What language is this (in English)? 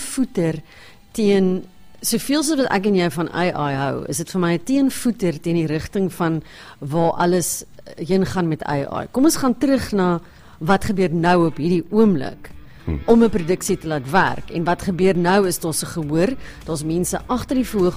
Afrikaans